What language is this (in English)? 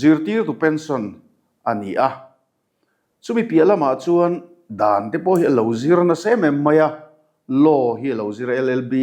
Mizo